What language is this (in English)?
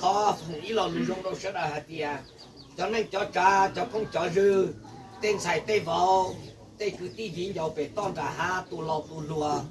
Hmong